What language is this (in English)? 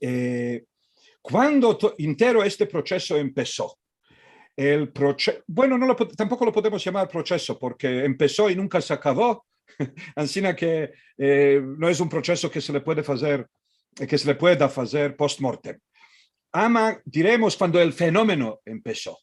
Ladino